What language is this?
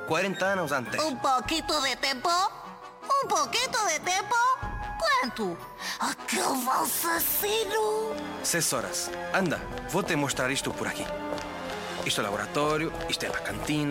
Portuguese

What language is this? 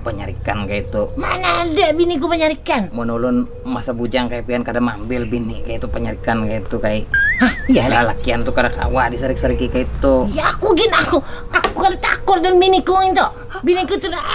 Banjar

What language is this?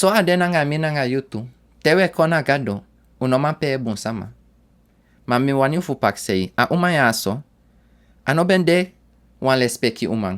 Sranan Tongo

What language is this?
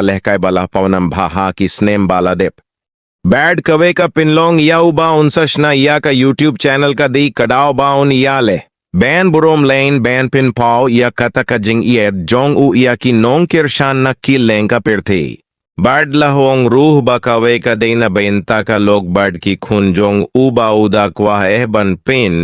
Khasi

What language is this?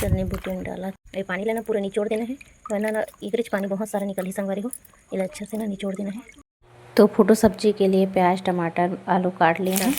Chhattisgarhi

